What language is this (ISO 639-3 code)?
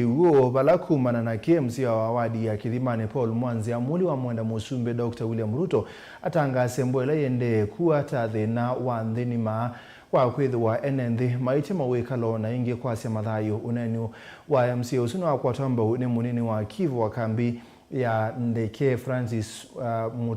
kam